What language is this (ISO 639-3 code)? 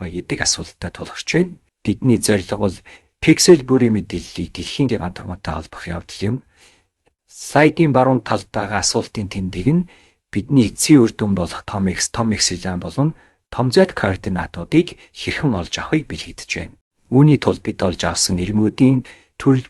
mon